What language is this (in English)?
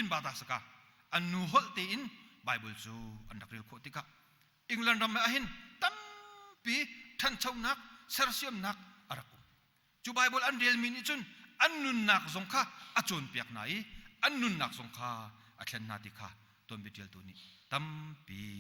Hakha Chin